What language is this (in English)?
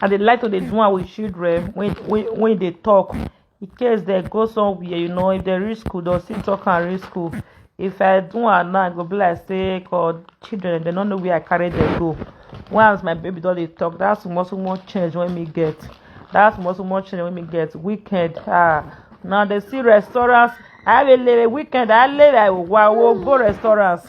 Nigerian Pidgin